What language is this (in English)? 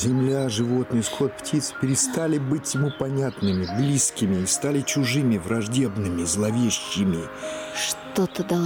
Russian